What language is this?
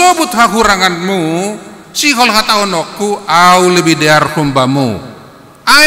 Batak Simalungun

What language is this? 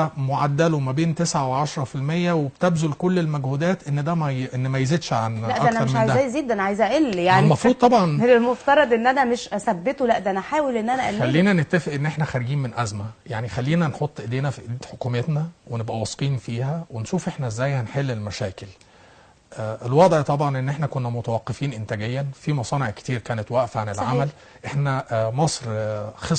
Egyptian Arabic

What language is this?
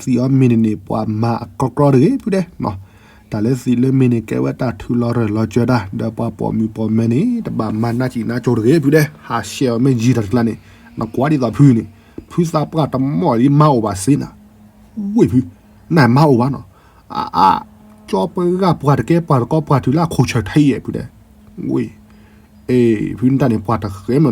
S'gaw Karen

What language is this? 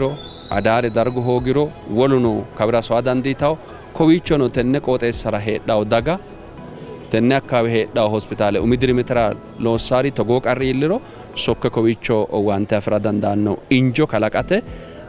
Sidamo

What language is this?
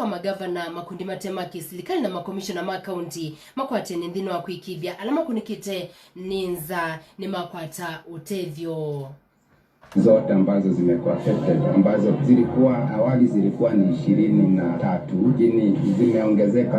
Kamba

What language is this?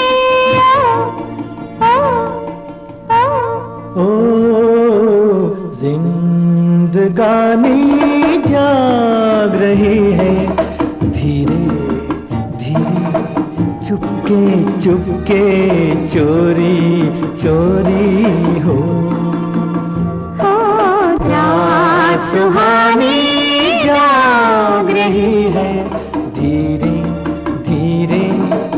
Hindi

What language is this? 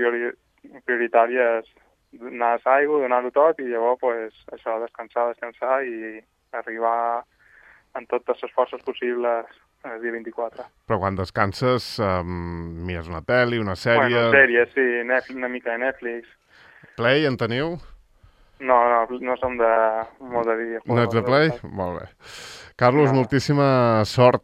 Catalan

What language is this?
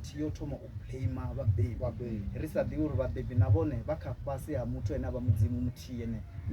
Venda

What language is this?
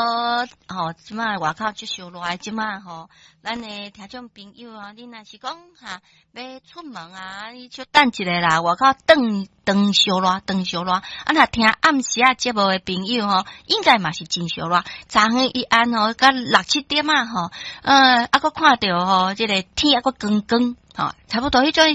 Min Nan Chinese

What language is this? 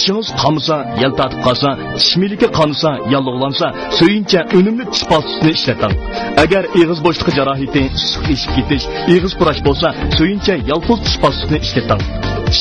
Uyghur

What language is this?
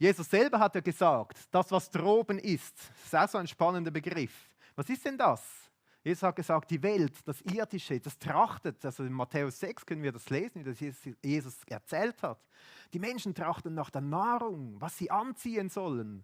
Swiss German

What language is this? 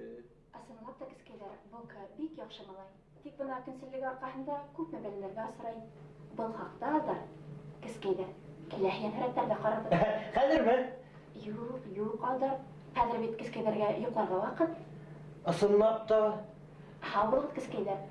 Bashkir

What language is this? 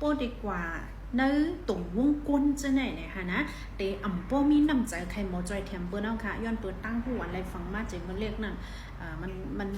Shan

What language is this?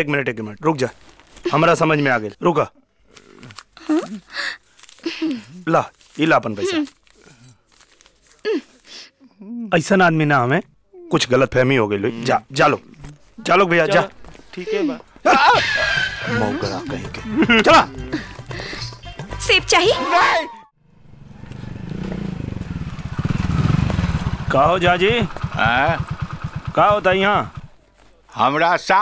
Bhojpuri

